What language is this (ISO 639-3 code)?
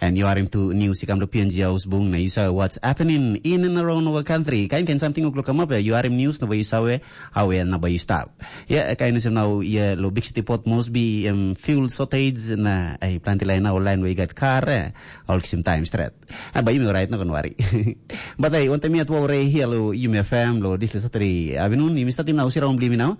tpi